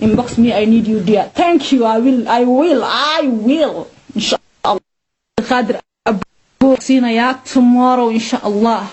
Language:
Somali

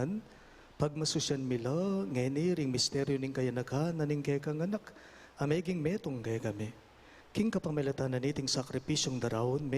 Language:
Pampanga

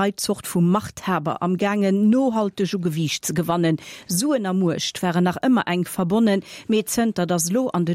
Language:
Luxembourgish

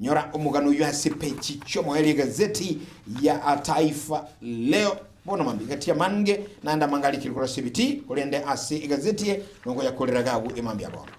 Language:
Gusii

